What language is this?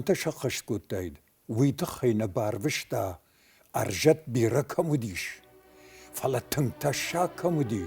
Ossetic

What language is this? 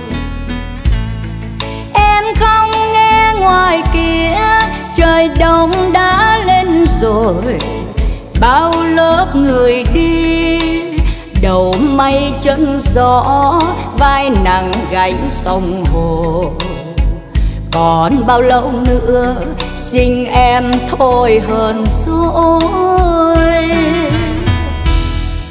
Vietnamese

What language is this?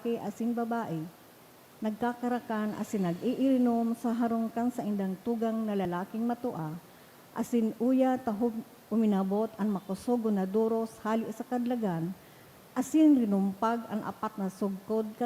Bikol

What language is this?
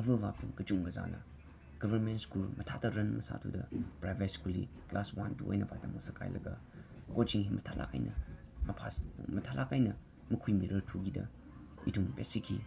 Tangkhul Naga (India)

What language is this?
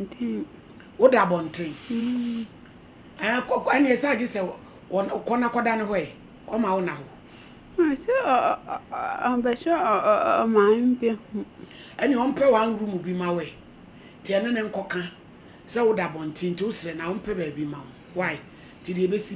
Akan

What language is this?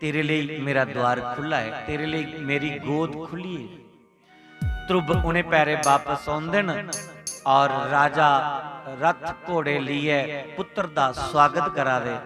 Dogri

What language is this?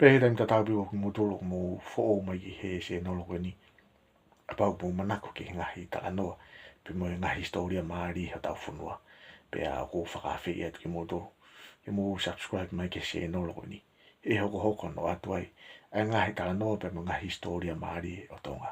Tongan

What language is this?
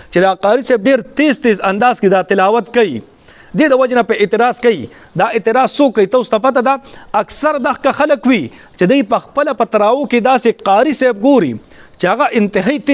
Pashto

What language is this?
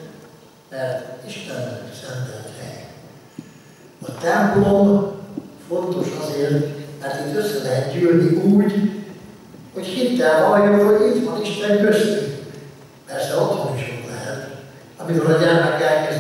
Hungarian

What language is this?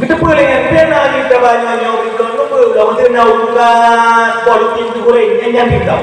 Achinese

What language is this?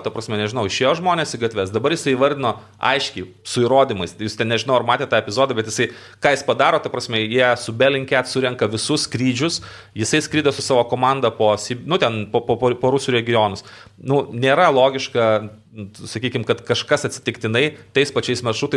Lithuanian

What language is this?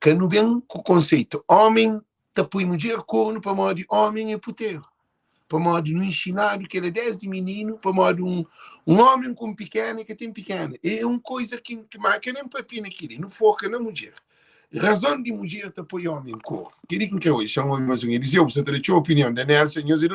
Kabuverdianu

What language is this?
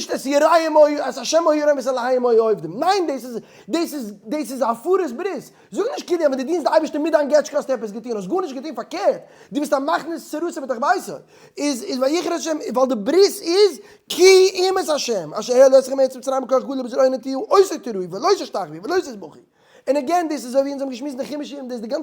Yiddish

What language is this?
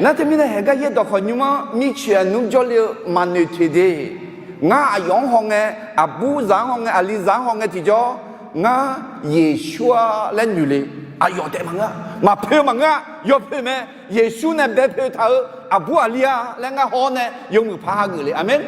Akha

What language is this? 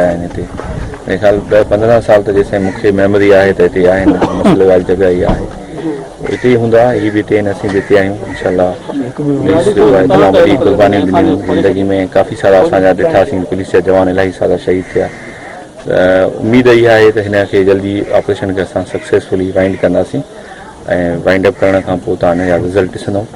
Sindhi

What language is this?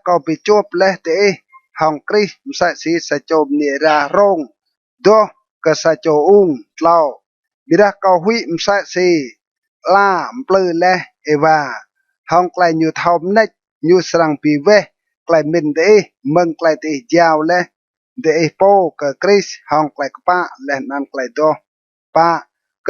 Rade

